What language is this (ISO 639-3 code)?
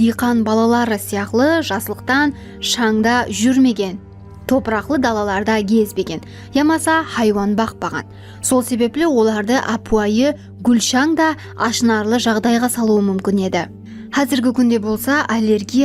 kaa